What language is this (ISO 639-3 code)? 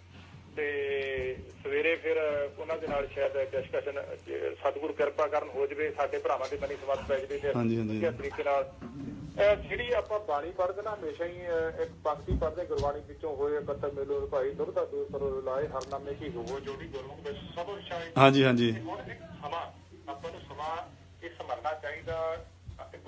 pan